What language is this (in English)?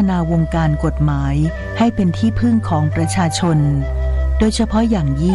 Thai